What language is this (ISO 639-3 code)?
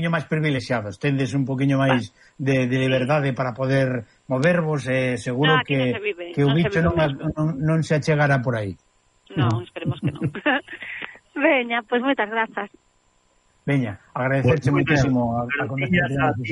glg